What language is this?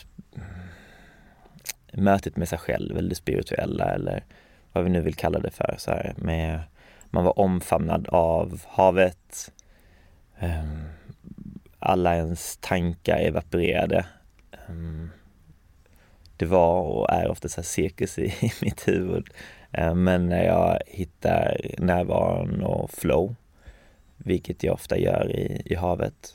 Swedish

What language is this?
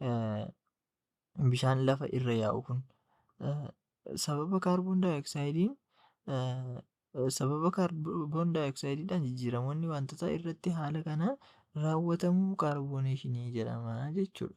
Oromo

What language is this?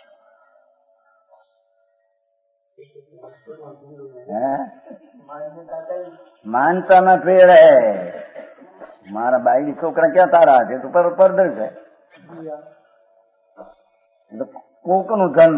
Gujarati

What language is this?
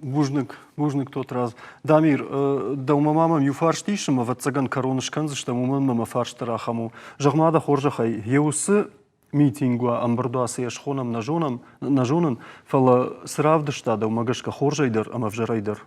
Ossetic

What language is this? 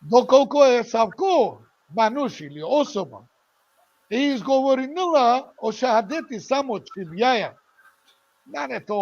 Balkan Romani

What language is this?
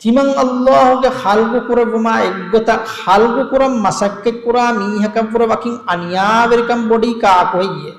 Divehi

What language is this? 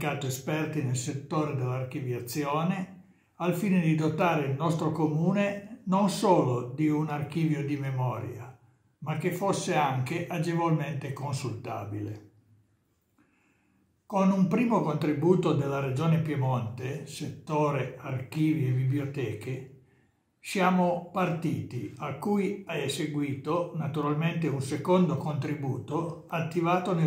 Italian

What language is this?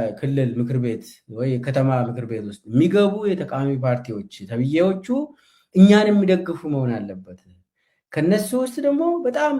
Amharic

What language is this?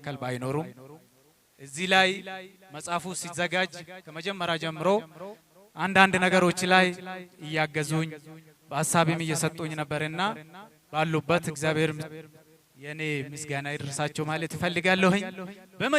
Amharic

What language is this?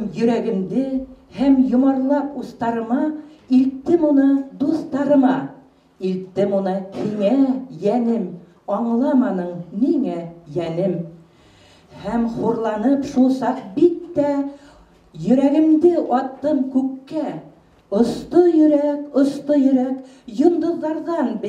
Bashkir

